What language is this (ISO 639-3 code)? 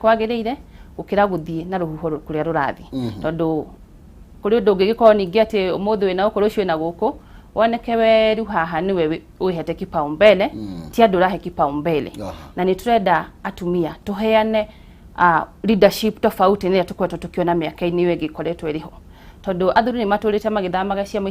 kik